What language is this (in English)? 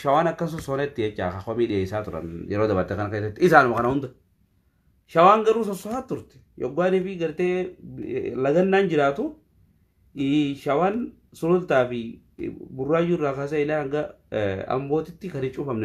Oromo